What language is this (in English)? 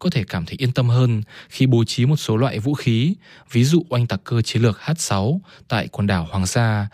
Vietnamese